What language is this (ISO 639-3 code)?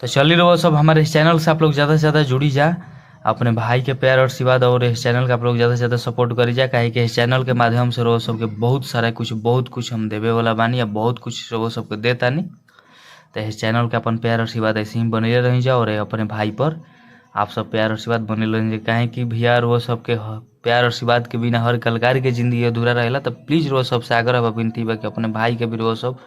bho